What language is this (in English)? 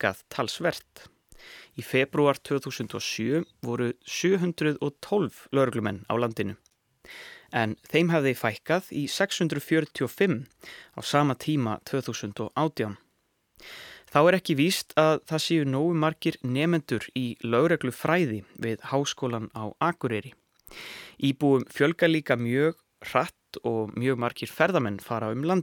Icelandic